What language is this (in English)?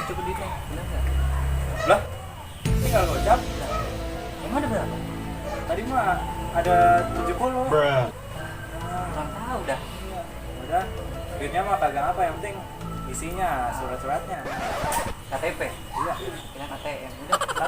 Betawi